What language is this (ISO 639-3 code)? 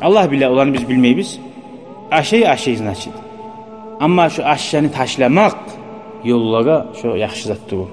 kum